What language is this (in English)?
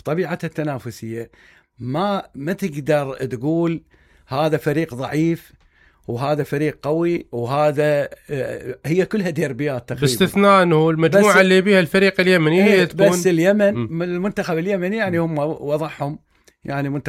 Mesopotamian Arabic